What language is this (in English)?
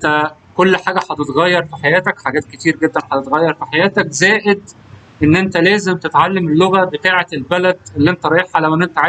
Egyptian Arabic